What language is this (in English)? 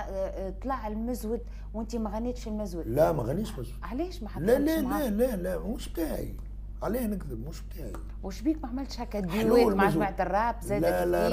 Tunisian Arabic